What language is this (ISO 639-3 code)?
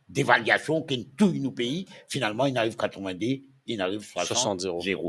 mfe